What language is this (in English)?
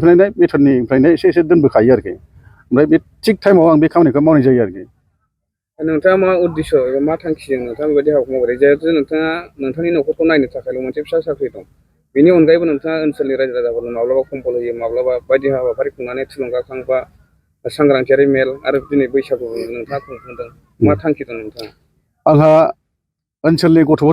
Bodo